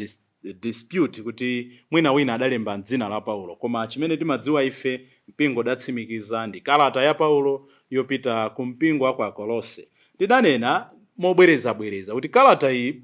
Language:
Nyanja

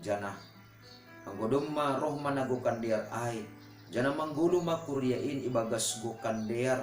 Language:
Batak Simalungun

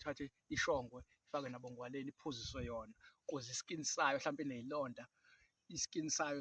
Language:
Zulu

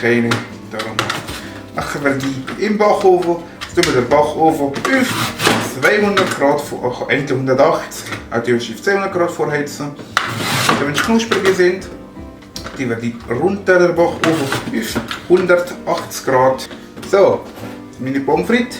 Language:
Swiss German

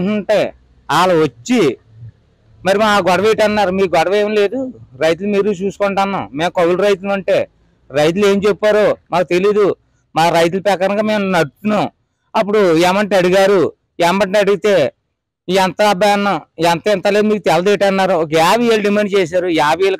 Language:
Telugu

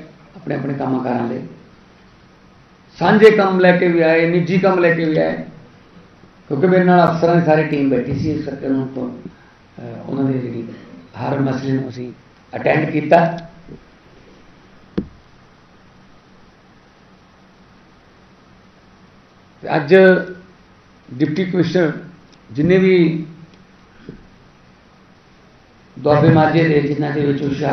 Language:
Punjabi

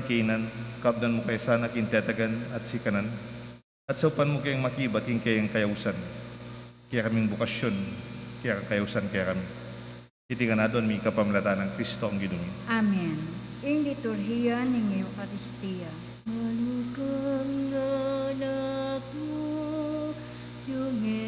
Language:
Pampanga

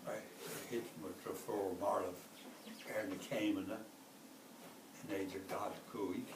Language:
Irish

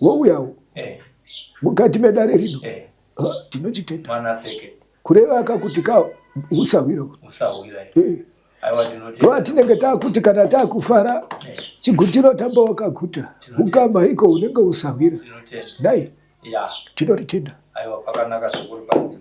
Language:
Shona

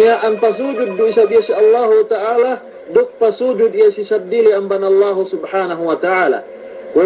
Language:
Yakan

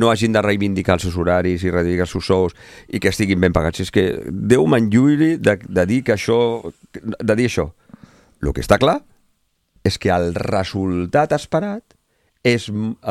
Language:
Catalan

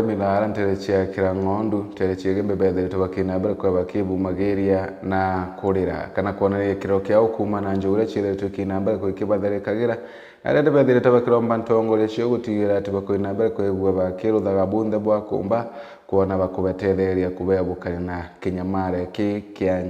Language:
Meru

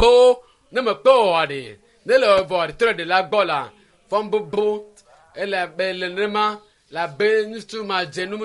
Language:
Ewe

